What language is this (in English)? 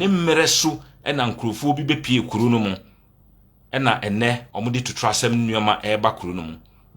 Akan